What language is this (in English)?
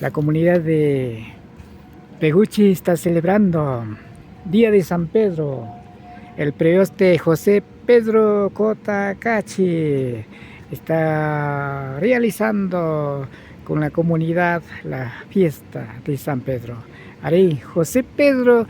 Imbabura Highland Quichua